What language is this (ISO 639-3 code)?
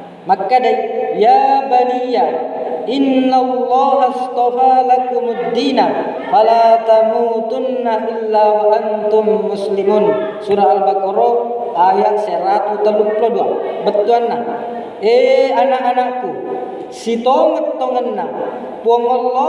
bug